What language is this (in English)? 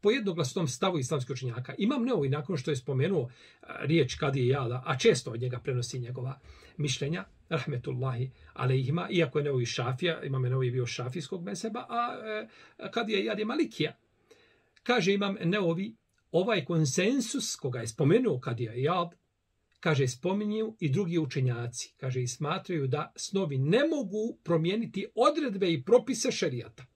Bosnian